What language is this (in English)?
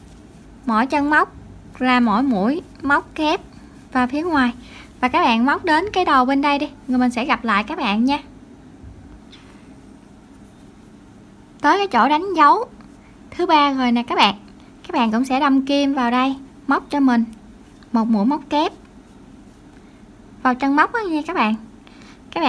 Vietnamese